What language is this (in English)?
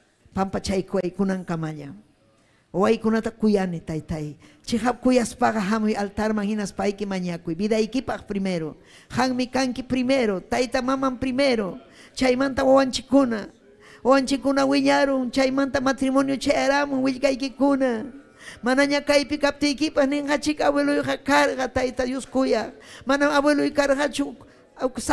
Ayacucho Quechua